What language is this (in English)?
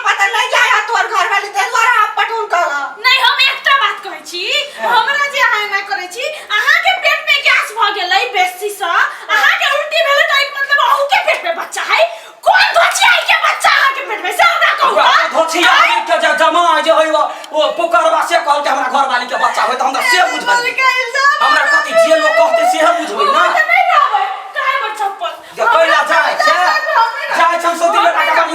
Maithili